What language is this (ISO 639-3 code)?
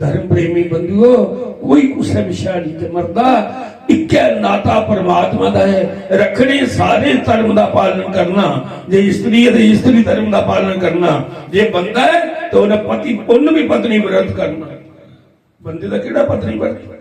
doi